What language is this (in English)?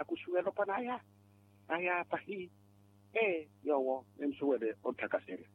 Makhuwa